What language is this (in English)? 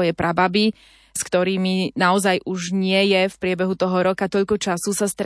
Slovak